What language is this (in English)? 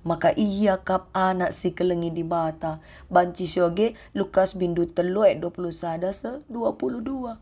Batak Karo